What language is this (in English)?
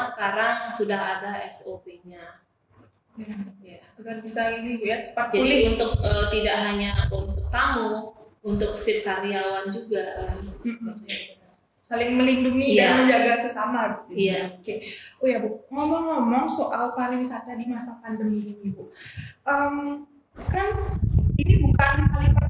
Indonesian